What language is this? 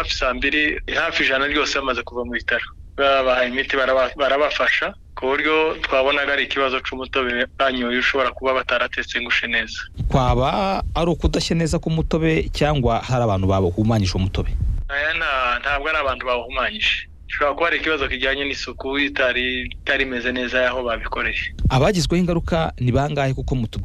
Kinyarwanda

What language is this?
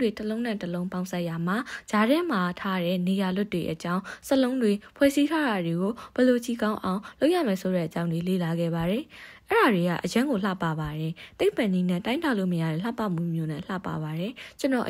Burmese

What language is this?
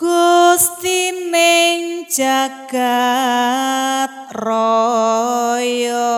Javanese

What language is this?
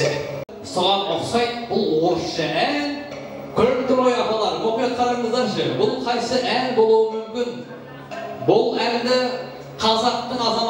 Kara-Kalpak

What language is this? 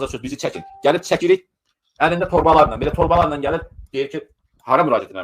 Azerbaijani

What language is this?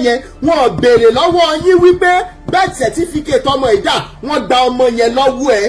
Yoruba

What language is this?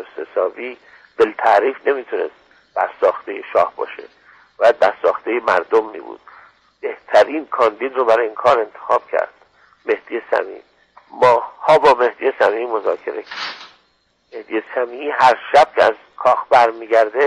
Persian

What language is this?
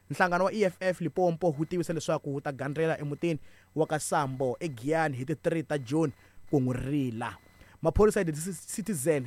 Tsonga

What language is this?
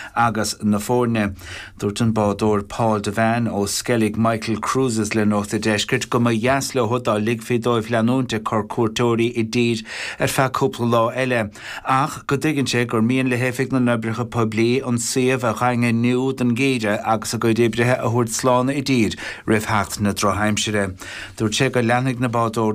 Irish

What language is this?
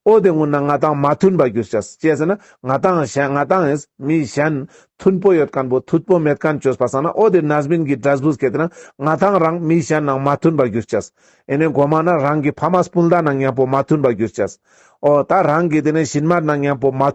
Ladakhi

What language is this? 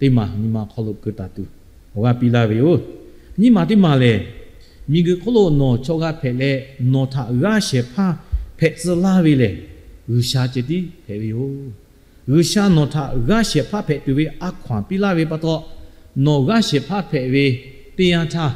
Lahu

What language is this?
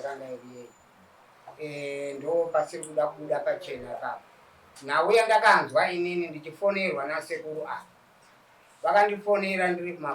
Shona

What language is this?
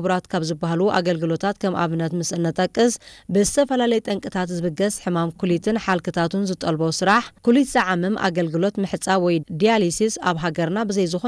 Tigrinya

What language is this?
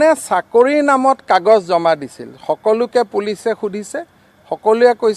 Assamese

